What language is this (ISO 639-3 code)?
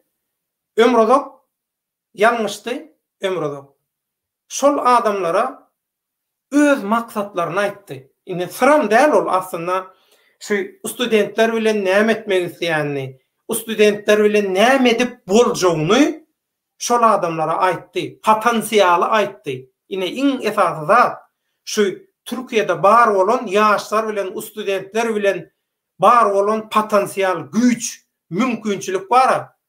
tuk